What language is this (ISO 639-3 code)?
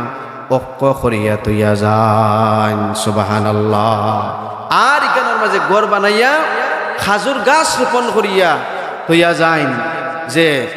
syl